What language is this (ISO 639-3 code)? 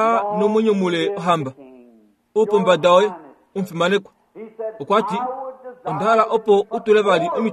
kua